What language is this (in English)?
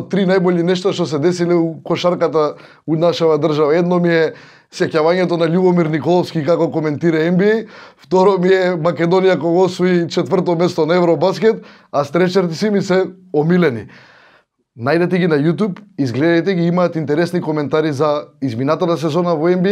Macedonian